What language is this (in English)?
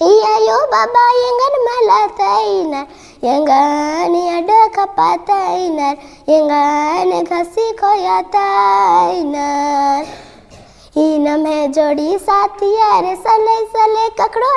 Kurukh